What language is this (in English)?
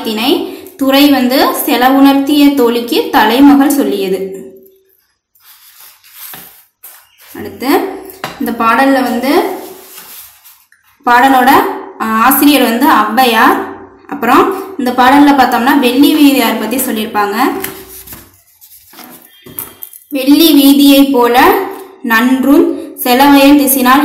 Tamil